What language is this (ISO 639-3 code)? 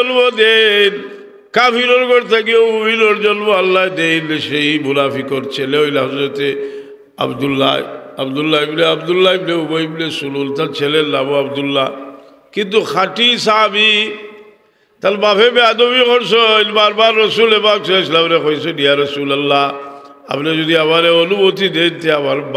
syl